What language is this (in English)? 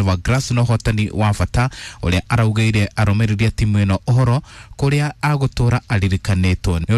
Kikuyu